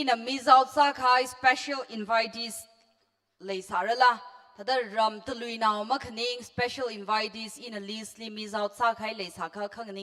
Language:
Tangkhul Naga (India)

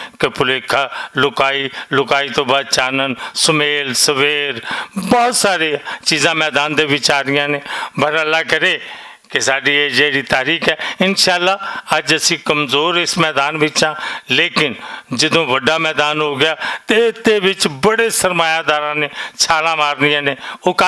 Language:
Western Panjabi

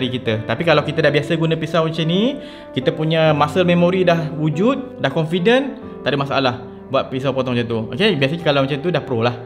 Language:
Malay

